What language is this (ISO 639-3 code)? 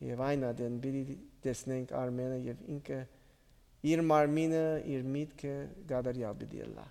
hye